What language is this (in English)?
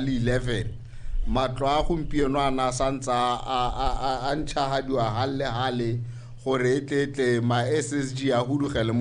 Tswana